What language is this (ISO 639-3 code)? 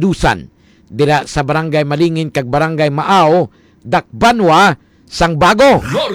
hil